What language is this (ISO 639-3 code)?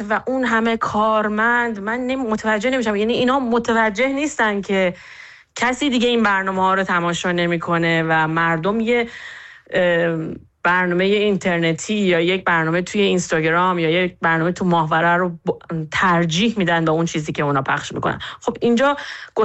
fas